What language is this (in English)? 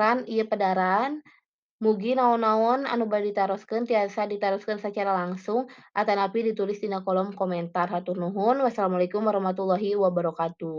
Sundanese